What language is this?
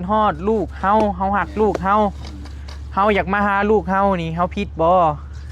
Northeastern Thai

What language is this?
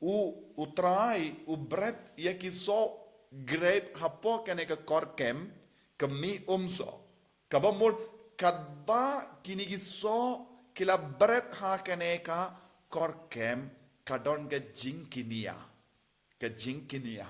Khasi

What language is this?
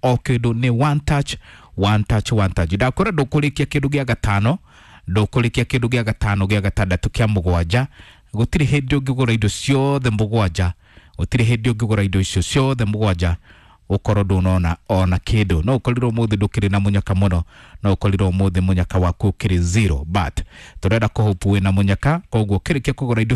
Kikuyu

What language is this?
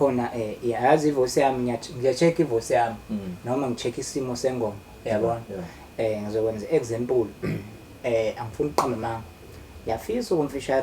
Zulu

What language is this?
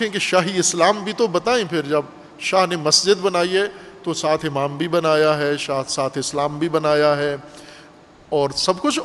Urdu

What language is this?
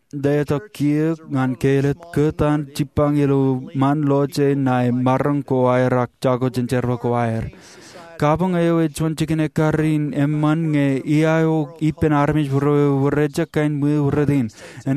Marshallese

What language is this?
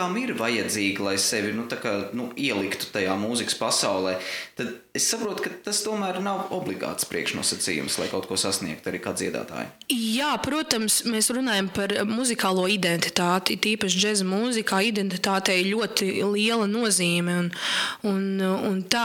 Latvian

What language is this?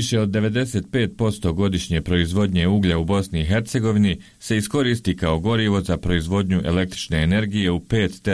Bosnian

